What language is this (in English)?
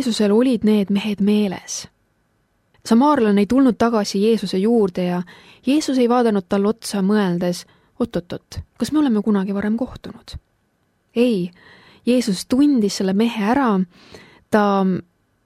Estonian